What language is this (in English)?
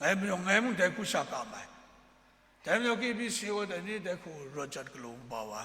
Kachin